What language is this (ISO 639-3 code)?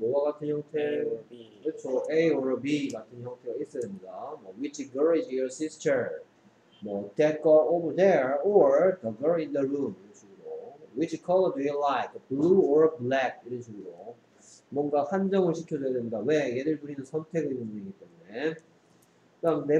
kor